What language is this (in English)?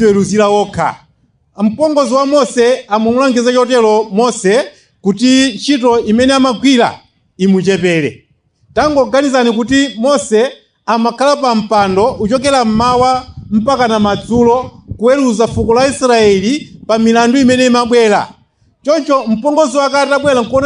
Nyanja